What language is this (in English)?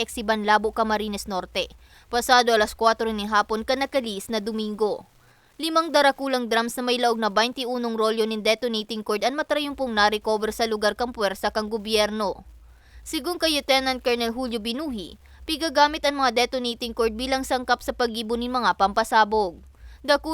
Bikol